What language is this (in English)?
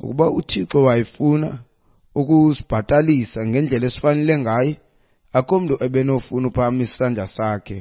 Xhosa